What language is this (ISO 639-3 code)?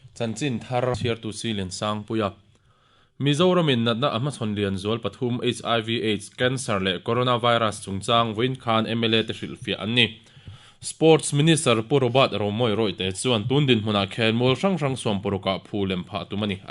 lus